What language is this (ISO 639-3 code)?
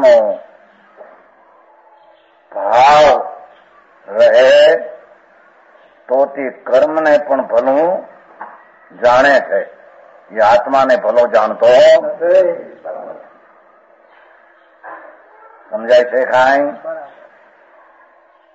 guj